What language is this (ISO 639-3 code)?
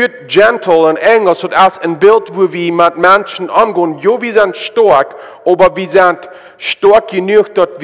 pdt